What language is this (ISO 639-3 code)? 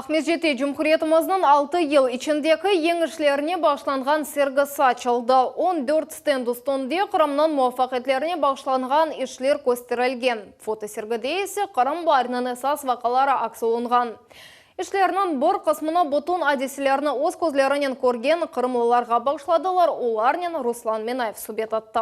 crh